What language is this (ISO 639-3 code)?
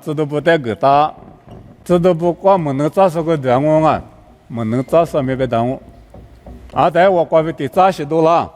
lis